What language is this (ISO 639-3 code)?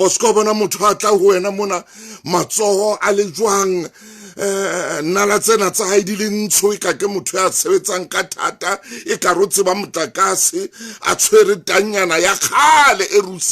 sot